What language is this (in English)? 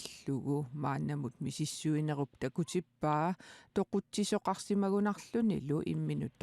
Kalaallisut